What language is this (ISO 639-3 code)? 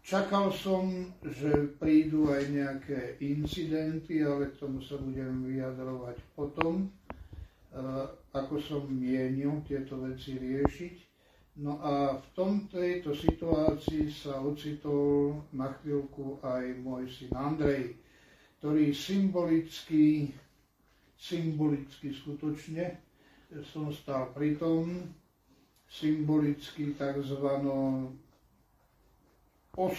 slk